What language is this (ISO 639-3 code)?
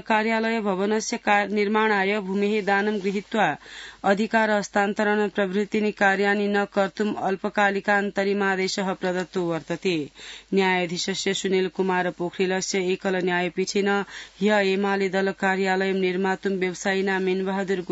san